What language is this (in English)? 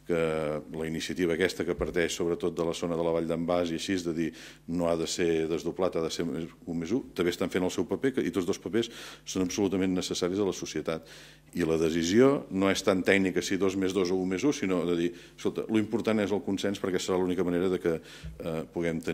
Catalan